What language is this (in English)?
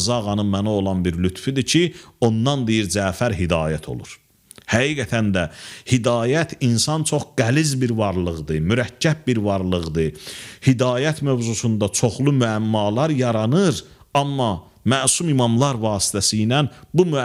Azerbaijani